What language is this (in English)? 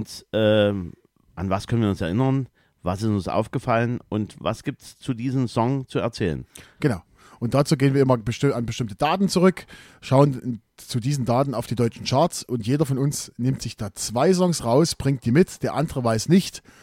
German